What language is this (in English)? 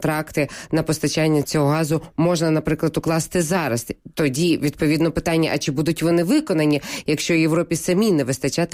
Ukrainian